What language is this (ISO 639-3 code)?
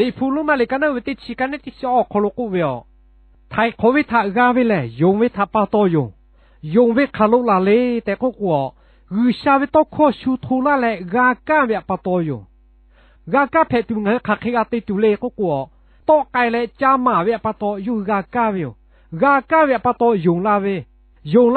lhu